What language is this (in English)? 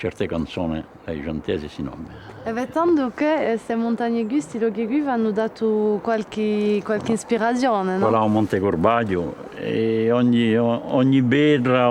Corsican